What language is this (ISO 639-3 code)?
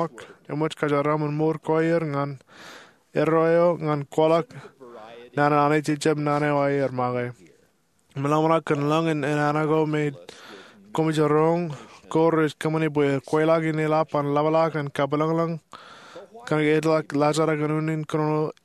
mah